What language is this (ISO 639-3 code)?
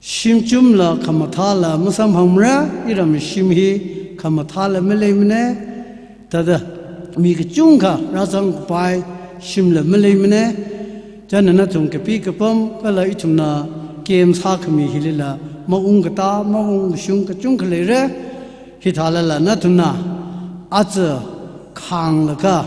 nmf